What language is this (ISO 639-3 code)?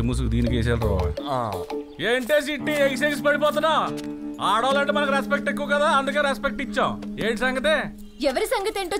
tel